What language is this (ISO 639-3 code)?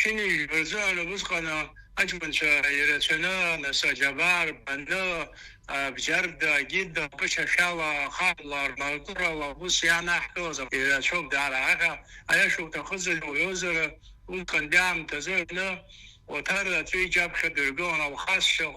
abk